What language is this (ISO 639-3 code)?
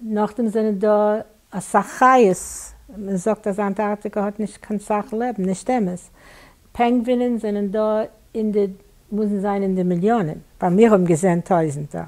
yid